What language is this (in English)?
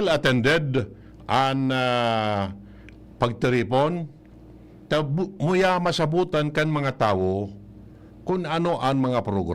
Bikol